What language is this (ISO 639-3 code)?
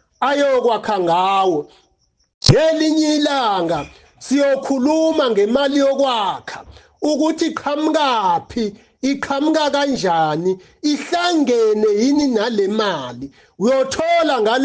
zul